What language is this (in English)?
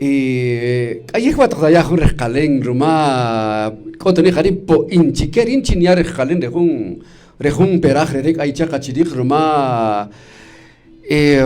Kaqchikel